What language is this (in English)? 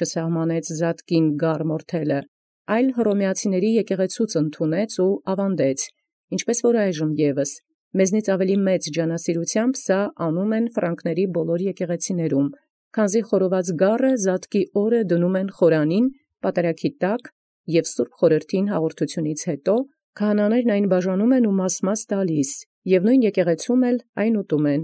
Armenian